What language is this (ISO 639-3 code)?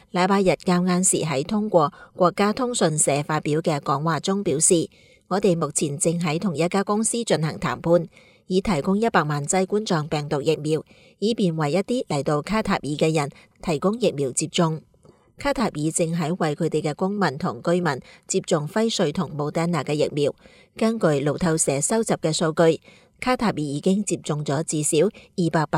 yue